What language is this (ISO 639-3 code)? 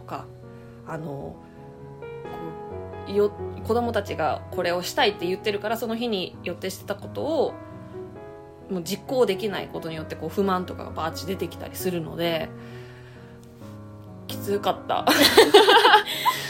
jpn